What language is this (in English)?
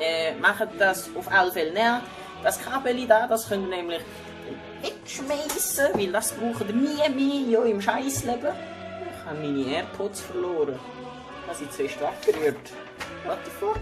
Swiss German